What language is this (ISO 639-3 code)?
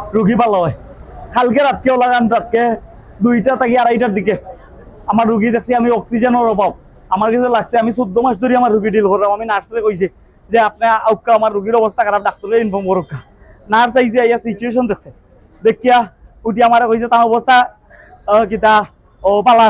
syl